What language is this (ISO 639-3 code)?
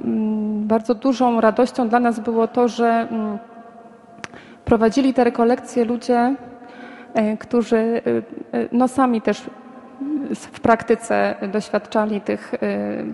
pol